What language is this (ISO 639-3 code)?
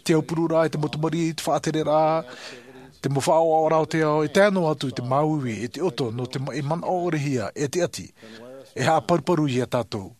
tah